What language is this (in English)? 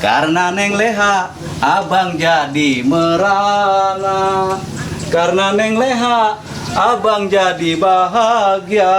Betawi